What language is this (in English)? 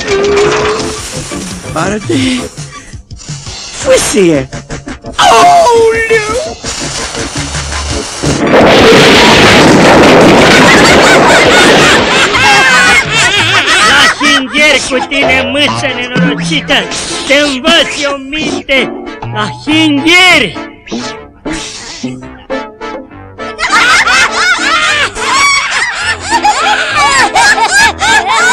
Romanian